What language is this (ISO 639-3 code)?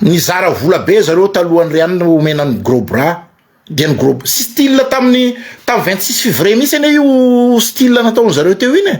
mlg